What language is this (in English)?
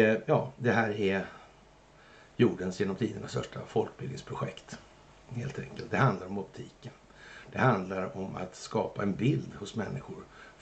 Swedish